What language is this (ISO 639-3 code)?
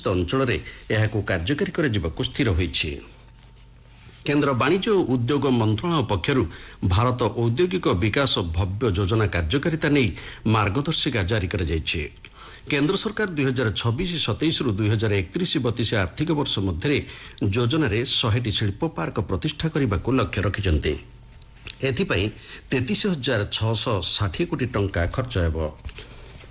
ori